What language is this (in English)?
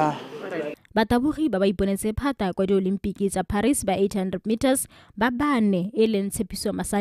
Tswana